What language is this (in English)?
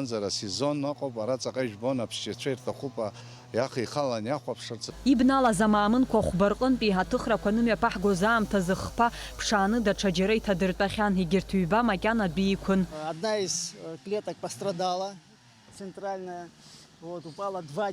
Abkhazian